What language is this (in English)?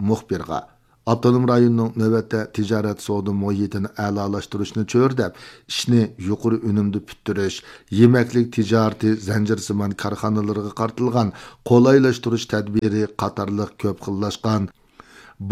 Uyghur